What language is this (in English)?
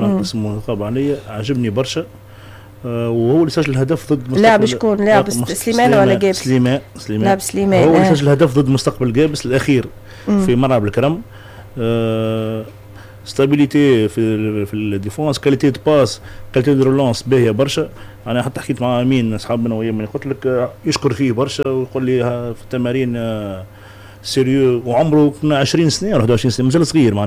Tunisian Arabic